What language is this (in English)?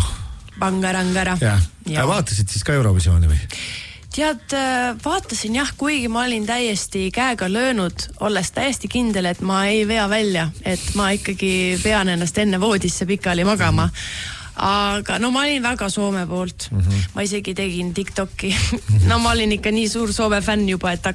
Estonian